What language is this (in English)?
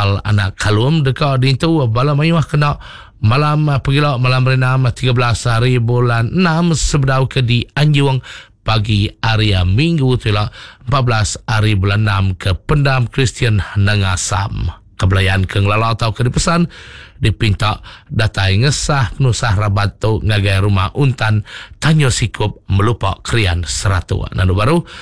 Iban